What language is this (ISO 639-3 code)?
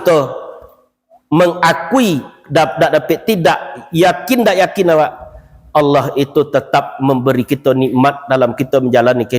min